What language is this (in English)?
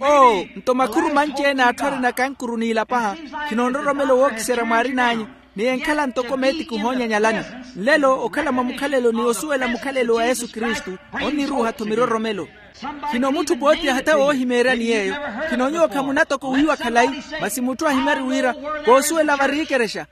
Makhuwa